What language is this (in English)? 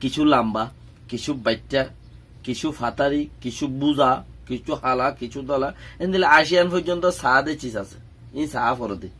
Rohingya